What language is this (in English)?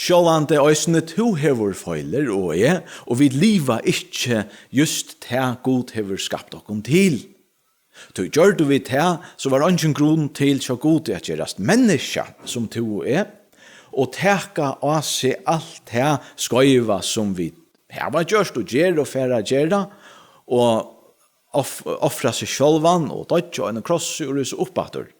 Faroese